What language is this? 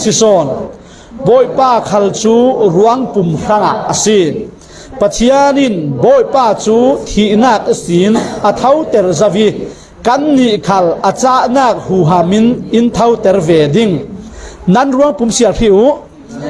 Falam Chin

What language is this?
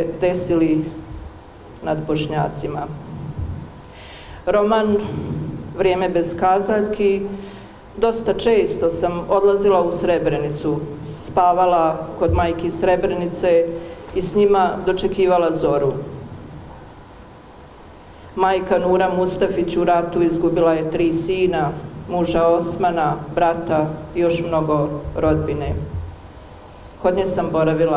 Bosnian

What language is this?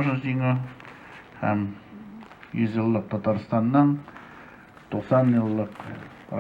Tatar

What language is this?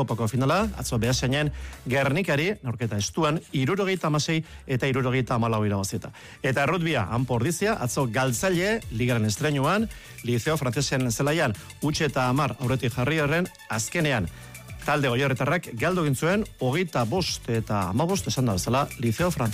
Basque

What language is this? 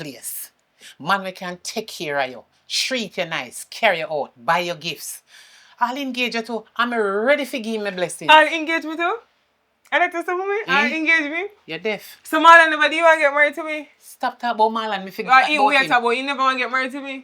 Jamaican Creole English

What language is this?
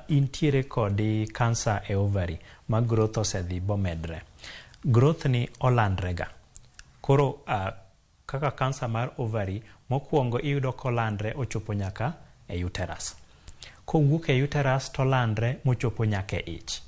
Luo (Kenya and Tanzania)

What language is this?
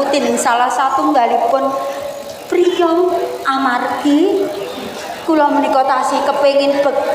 Javanese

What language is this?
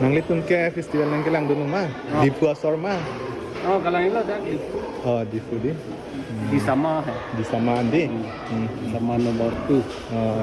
Karbi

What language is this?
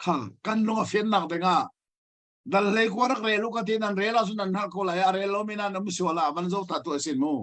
Hakha Chin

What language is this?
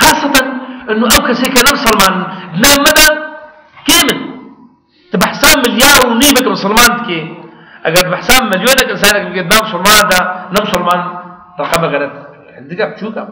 Kurdish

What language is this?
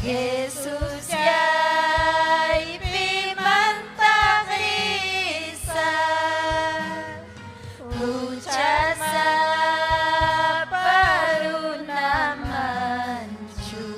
Ayacucho Quechua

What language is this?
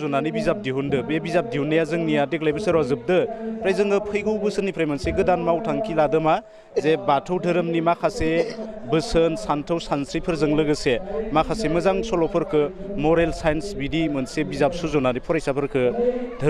Bodo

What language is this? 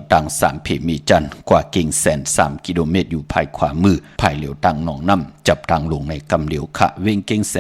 Shan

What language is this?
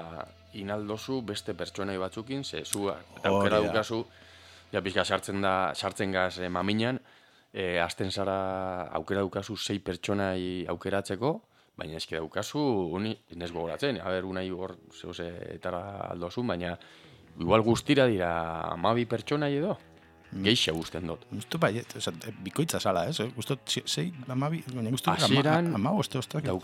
Basque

